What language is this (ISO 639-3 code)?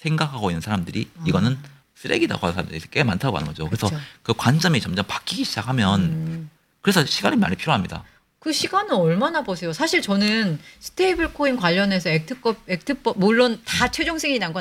kor